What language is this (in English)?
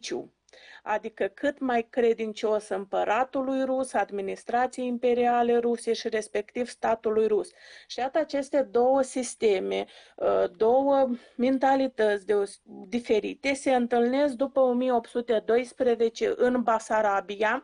Romanian